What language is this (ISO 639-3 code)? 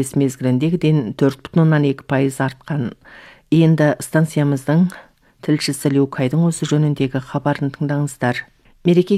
kaz